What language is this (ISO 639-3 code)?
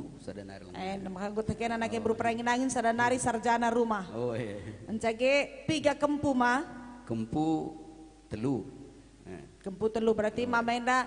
btx